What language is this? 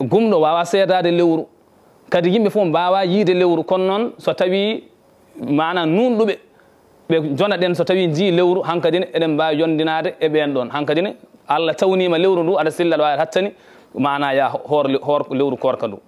Fula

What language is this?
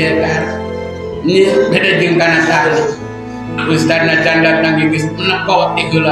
Sundanese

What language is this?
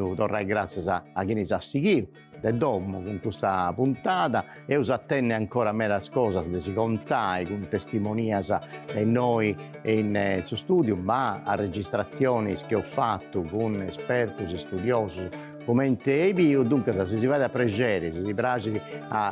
Sardinian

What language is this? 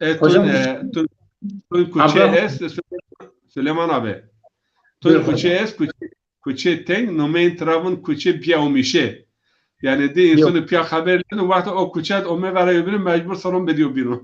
Zaza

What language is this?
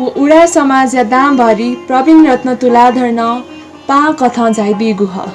Newari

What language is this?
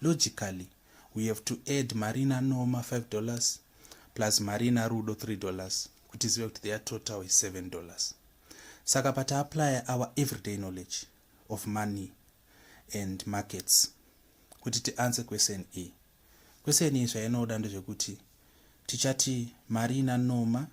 Shona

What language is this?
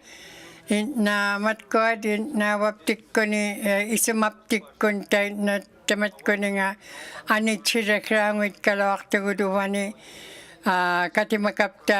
Inuktitut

